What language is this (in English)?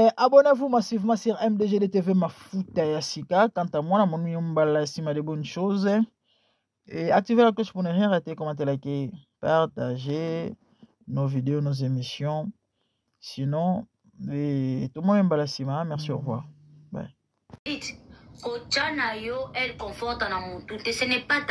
Lingala